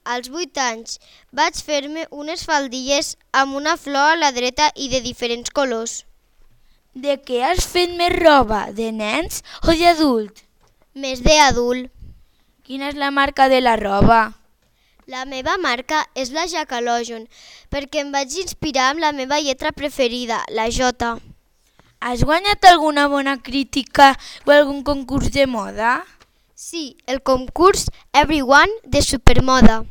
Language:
Catalan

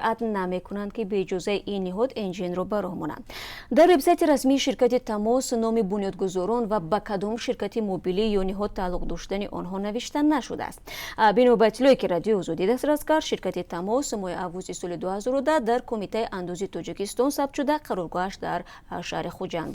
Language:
Tajik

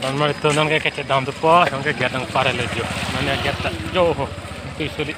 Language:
Karbi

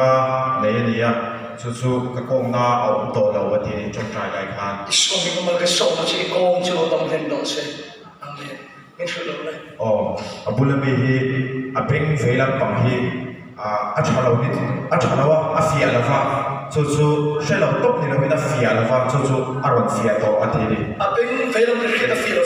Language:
Hmar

